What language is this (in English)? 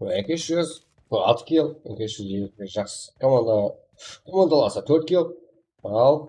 Kara-Kalpak